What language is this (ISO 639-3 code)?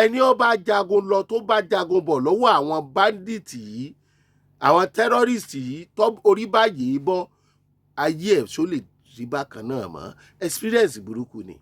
yor